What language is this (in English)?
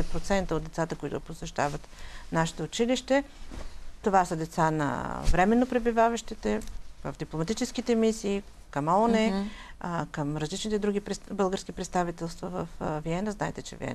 Bulgarian